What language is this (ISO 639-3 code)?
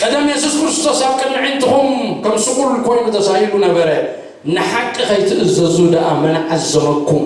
tir